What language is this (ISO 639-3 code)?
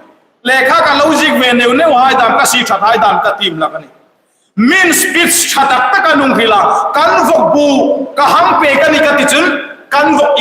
hmr